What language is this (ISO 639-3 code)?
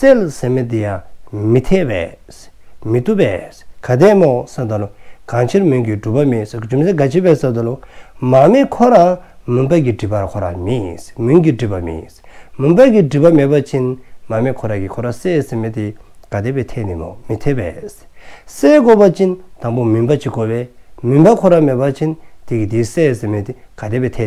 dzo